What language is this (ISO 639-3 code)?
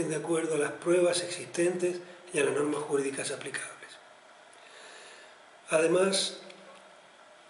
spa